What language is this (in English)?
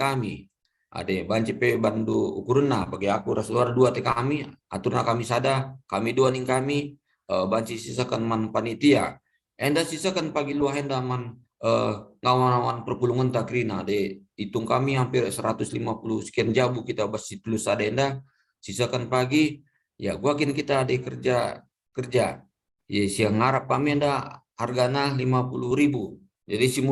Batak Karo